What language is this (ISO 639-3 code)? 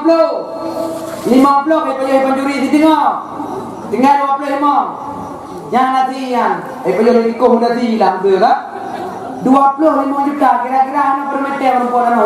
ace